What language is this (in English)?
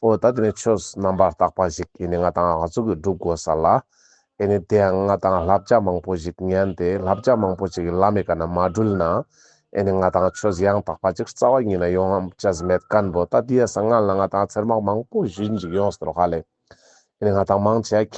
Ladakhi